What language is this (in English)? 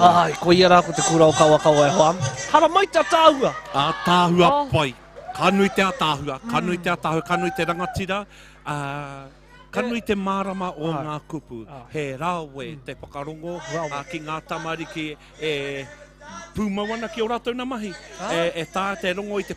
Māori